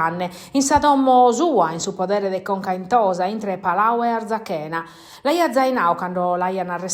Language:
Sardinian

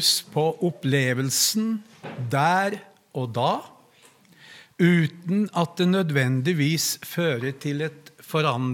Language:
Norwegian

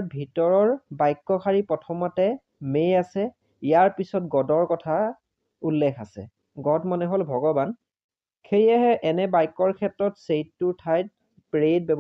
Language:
Assamese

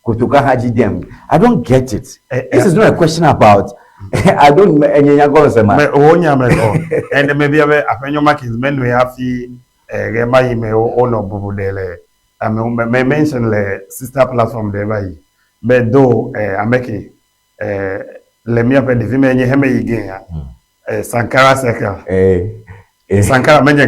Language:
Ewe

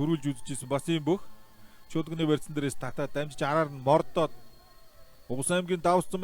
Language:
Mongolian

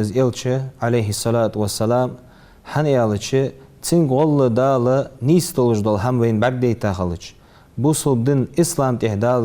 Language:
Ingush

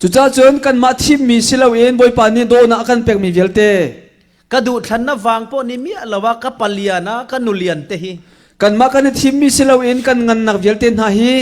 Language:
Falam Chin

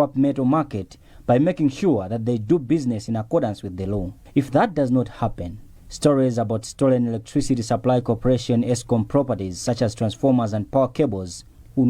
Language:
English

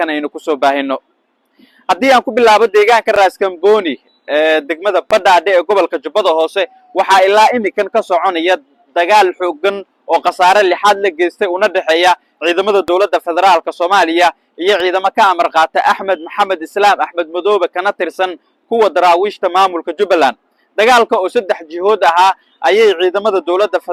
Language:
Somali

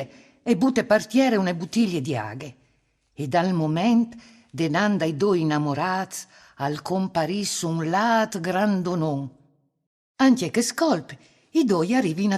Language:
Friulian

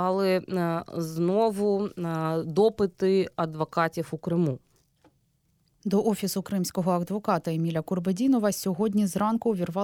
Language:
Ukrainian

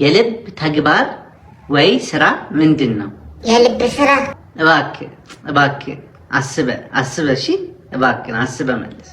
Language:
Amharic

